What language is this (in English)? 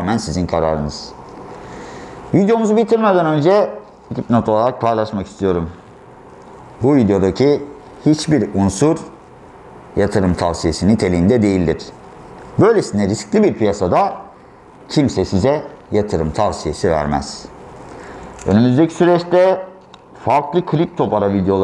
Turkish